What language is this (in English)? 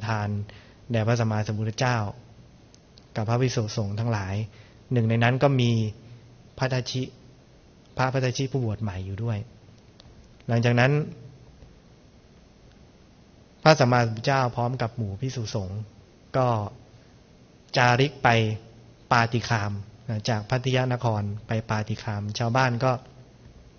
Thai